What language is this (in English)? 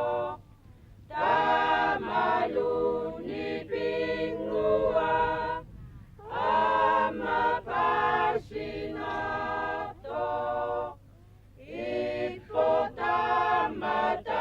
Kalaallisut